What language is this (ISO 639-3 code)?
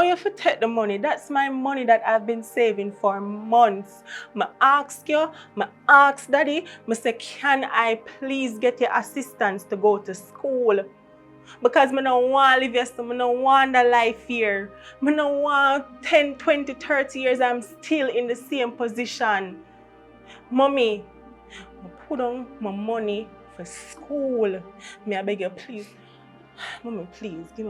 jam